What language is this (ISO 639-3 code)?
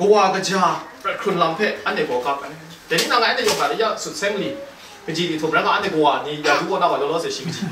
kac